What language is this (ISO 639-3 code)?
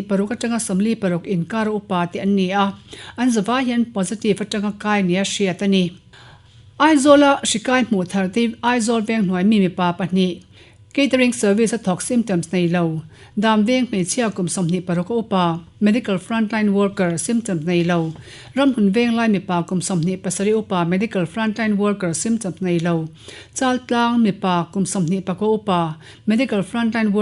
lus